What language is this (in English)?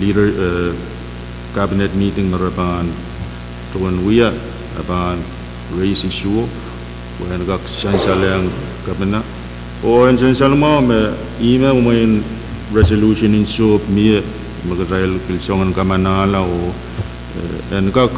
Pohnpeian